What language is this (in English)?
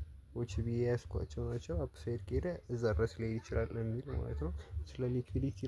Amharic